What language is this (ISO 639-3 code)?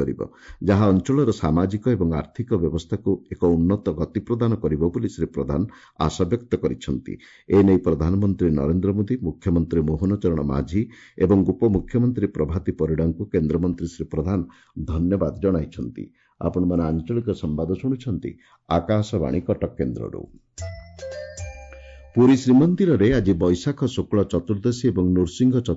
ori